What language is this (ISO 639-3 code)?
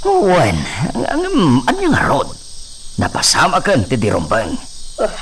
ilo